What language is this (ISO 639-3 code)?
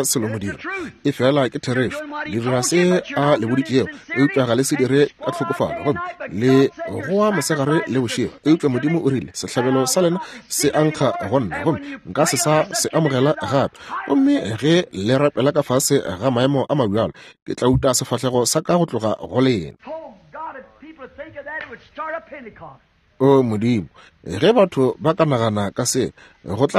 nso